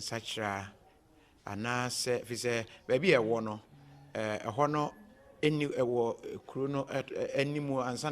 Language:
Akan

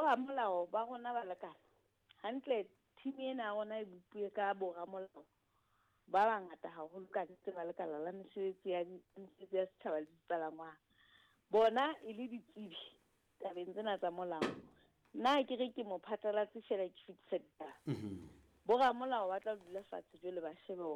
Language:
Southern Sotho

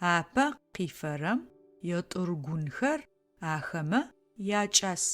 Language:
Adyghe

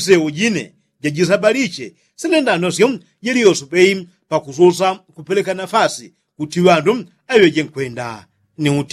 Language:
Yao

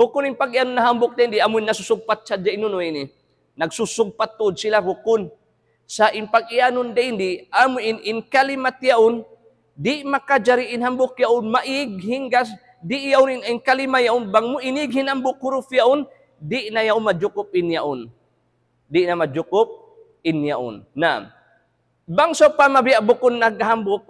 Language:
Tausug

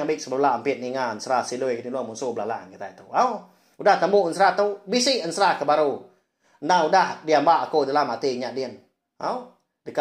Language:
Iban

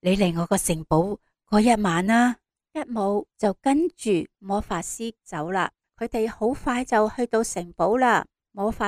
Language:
Cantonese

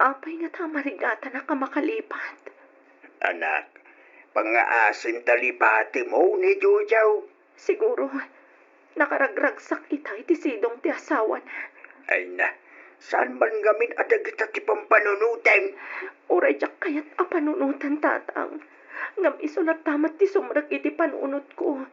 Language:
Iloko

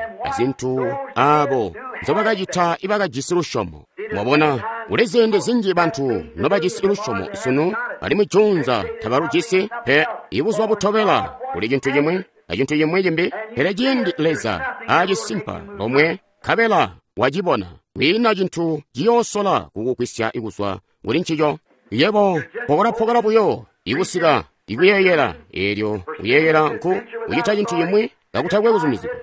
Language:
Tonga (Zambia)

